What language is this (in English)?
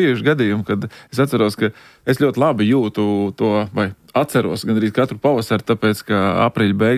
Latvian